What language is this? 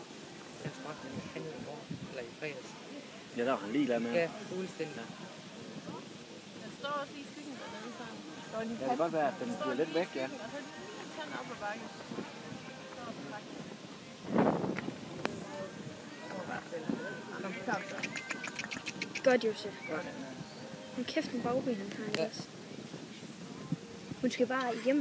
Danish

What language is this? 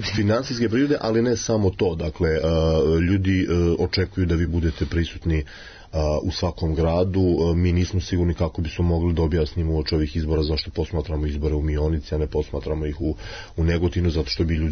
Serbian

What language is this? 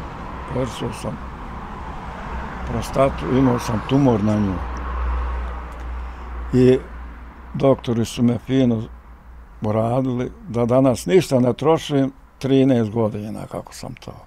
Bosnian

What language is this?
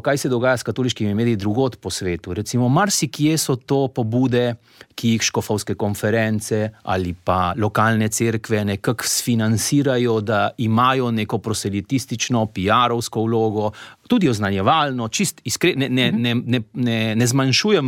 Slovenian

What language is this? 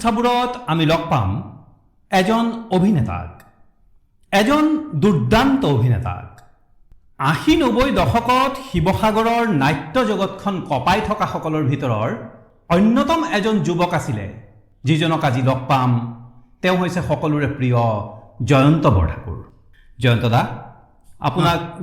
Assamese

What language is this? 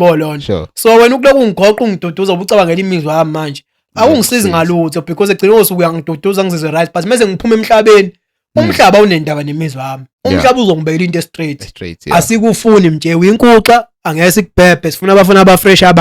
Zulu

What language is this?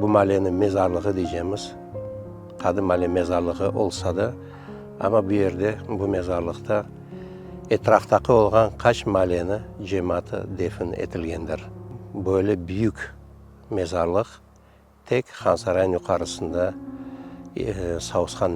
Crimean Tatar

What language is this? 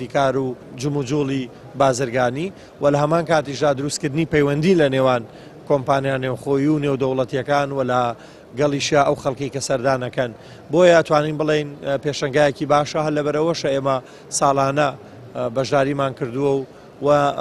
Central Kurdish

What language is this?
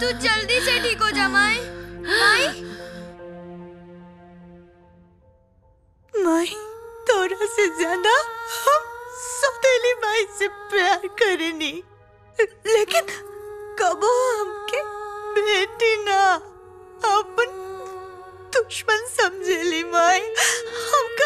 Bhojpuri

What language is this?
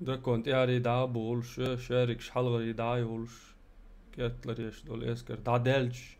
Chechen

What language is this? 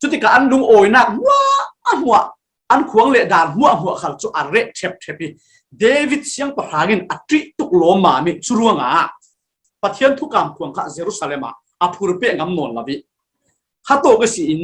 Falam Chin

